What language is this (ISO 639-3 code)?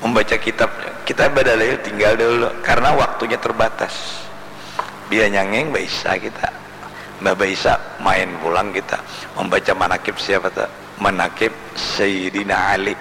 bjn